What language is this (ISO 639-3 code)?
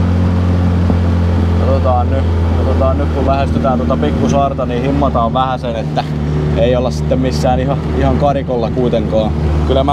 fin